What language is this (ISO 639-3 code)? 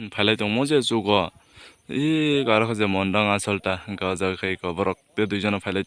trp